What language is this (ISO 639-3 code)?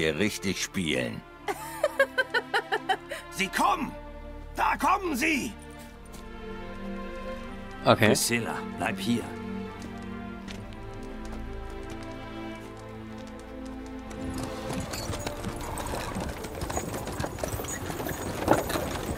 deu